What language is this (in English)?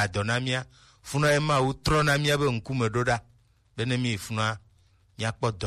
Gen